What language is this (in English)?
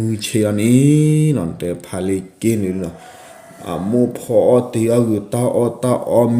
S'gaw Karen